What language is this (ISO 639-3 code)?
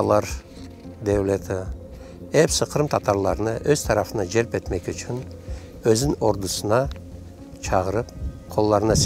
crh